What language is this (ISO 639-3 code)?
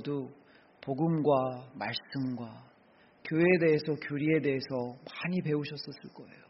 kor